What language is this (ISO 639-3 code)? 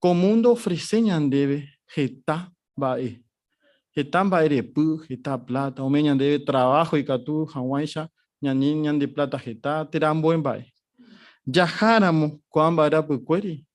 grn